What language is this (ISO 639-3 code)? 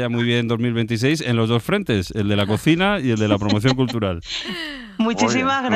spa